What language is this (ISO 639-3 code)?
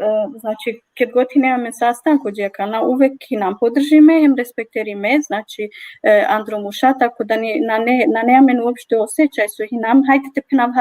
rmn